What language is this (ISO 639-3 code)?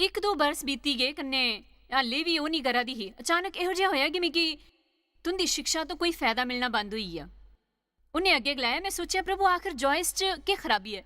doi